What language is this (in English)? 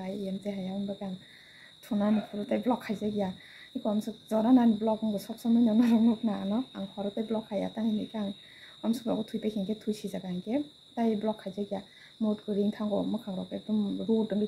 Kok Borok